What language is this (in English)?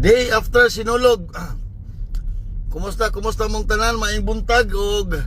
Cebuano